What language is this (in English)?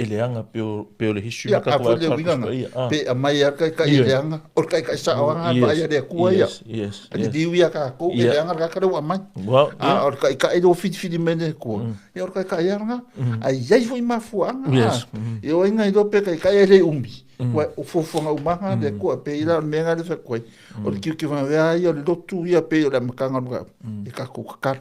Samoan